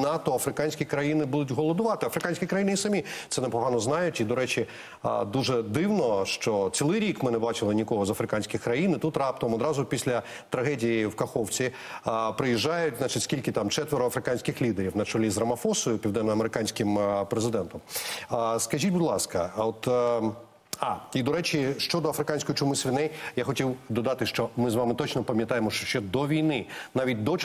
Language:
Ukrainian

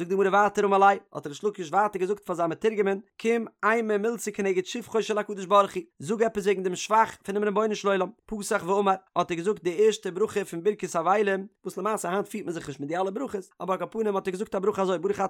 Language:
Yiddish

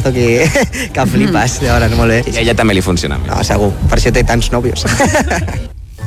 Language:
Catalan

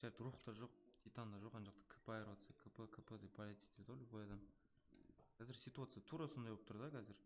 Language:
Kara-Kalpak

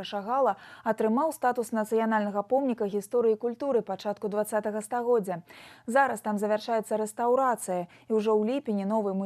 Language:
Belarusian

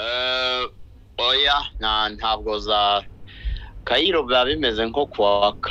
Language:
Kinyarwanda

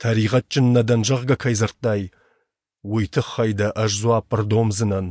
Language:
Ossetic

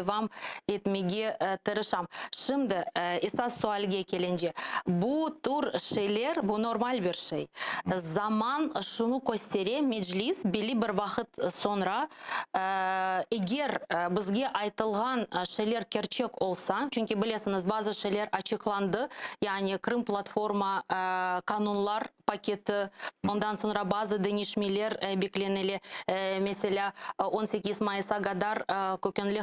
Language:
Crimean Tatar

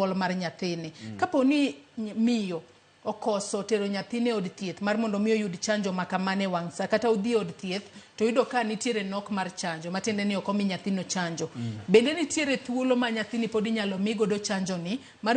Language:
Luo (Kenya and Tanzania)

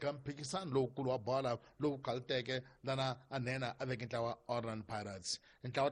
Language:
Tsonga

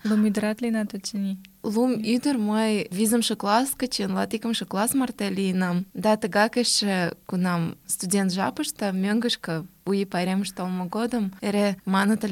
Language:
Mari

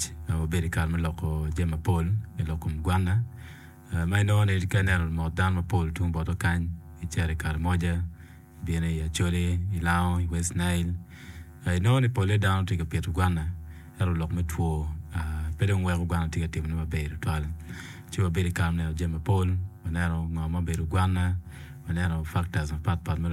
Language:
Acoli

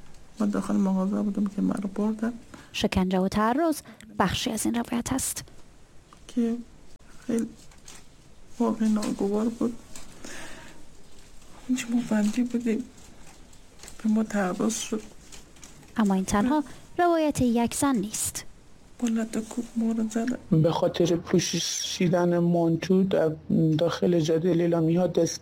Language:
Persian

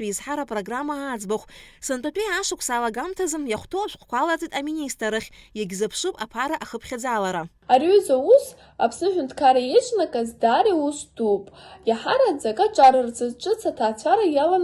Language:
Abkhazian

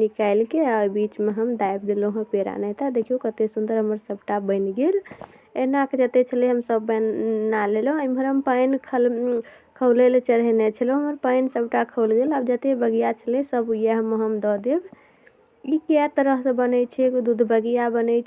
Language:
Maithili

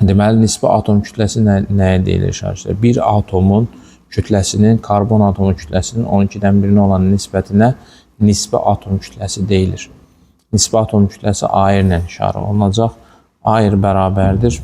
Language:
Azerbaijani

